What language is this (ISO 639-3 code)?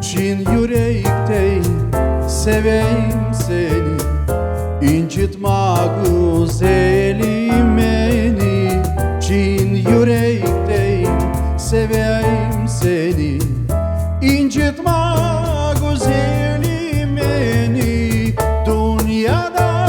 crh